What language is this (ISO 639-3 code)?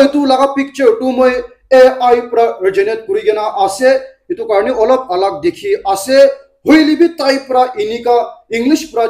nag